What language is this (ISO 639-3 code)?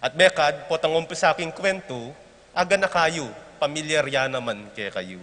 pam